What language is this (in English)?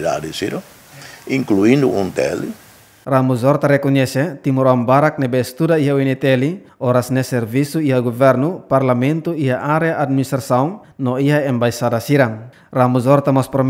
Tetum